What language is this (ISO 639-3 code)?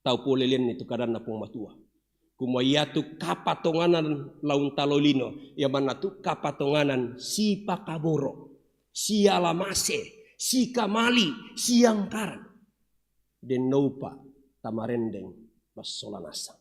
sda